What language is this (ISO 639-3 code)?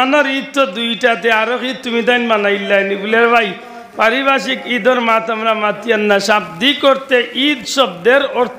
syl